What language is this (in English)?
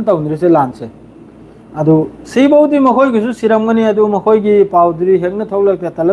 Manipuri